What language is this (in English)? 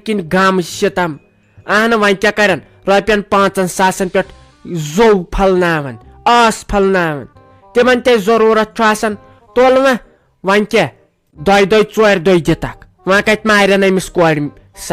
Kashmiri